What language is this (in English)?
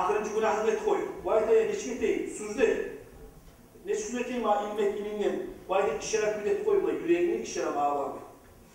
Kumyk